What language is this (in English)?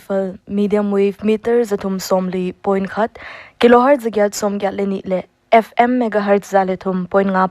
Paite Chin